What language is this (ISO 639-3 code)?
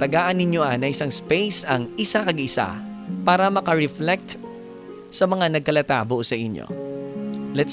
hil